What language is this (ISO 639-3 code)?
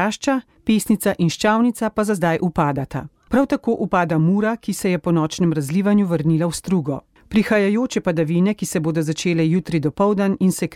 slv